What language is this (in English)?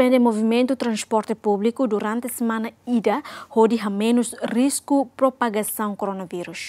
Tetum